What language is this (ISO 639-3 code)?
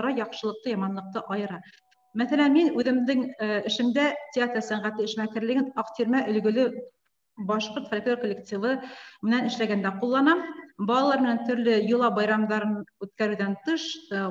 bak